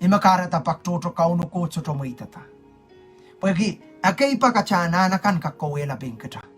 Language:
Pohnpeian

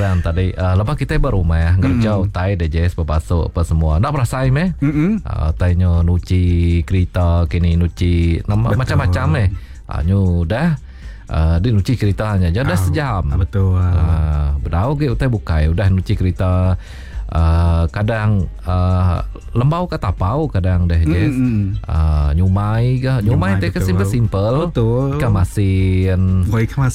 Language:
Iban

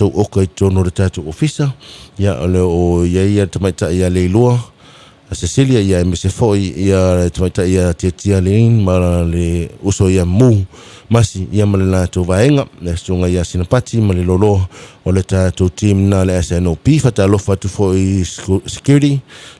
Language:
Samoan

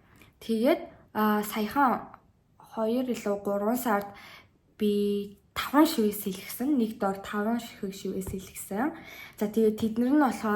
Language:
Mongolian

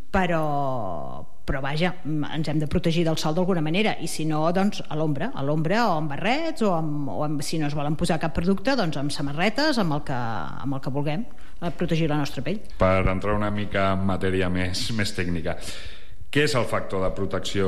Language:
Catalan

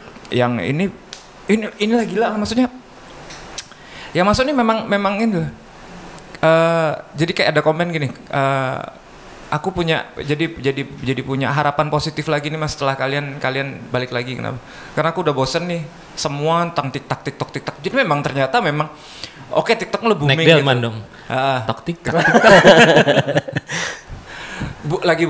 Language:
Indonesian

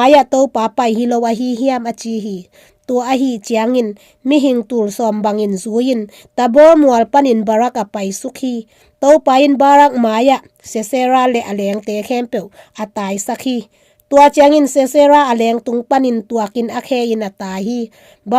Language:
Tedim Chin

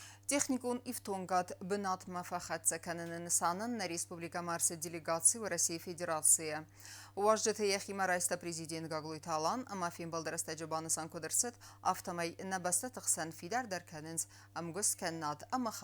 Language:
Ossetic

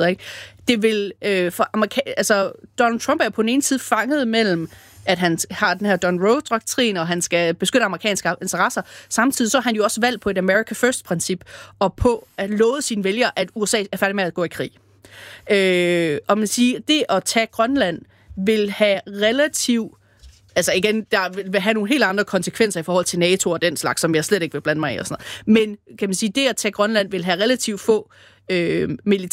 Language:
Danish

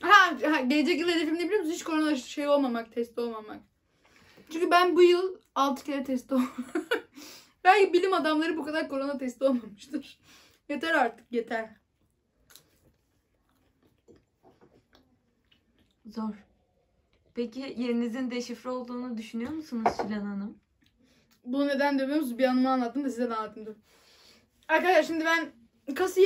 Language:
Turkish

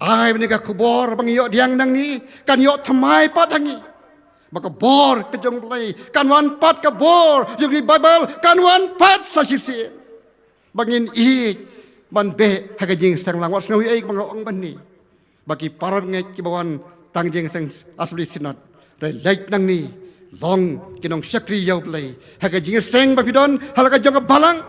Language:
Khasi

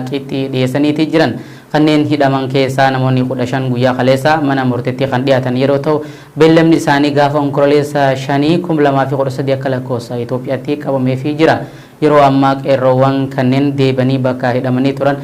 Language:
Oromo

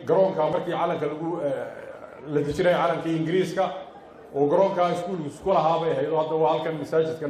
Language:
Somali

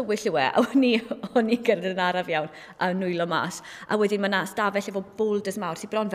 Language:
Welsh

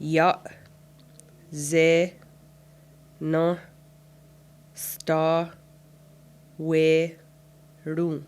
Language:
Mohawk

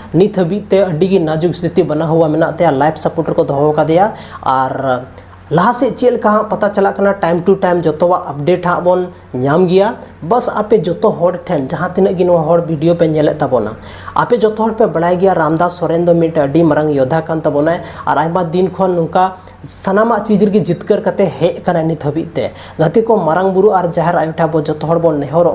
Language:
Santali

